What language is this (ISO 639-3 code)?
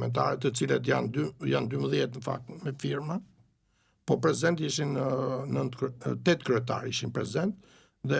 sqi